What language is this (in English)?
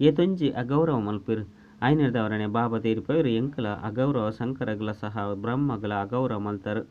Tulu